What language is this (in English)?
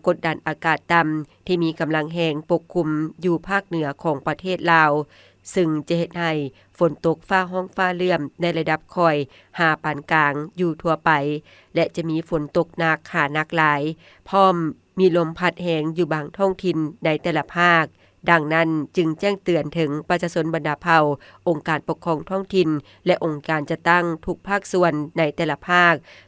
Lao